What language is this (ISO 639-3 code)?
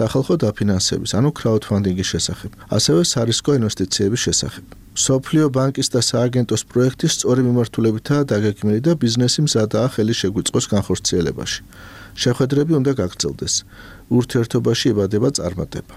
kat